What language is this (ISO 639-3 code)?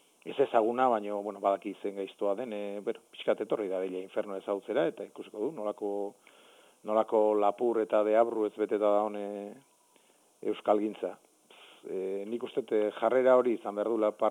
eus